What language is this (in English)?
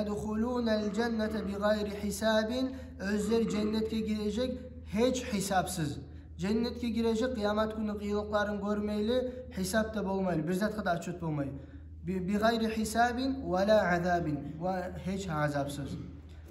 Kumyk